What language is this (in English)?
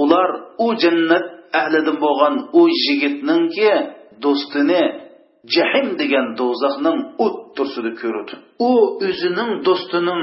Uyghur